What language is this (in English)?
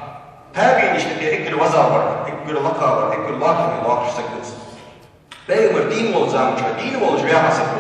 Ingush